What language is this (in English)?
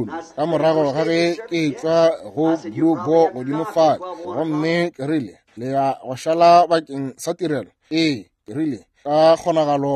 Northern Sotho